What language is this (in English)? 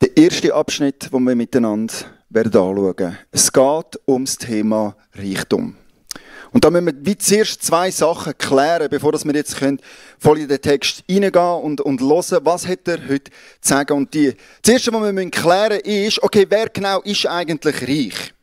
Swiss German